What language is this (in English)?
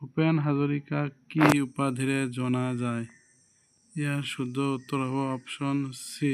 Assamese